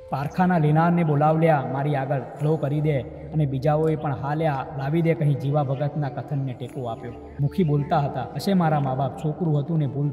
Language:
Gujarati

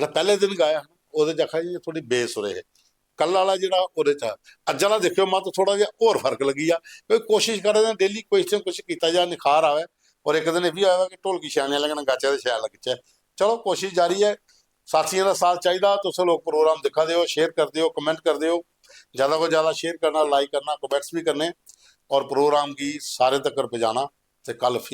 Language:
Dogri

